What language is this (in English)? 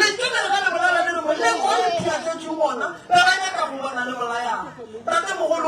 Northern Sotho